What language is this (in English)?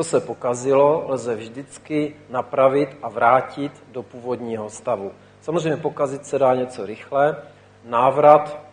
Czech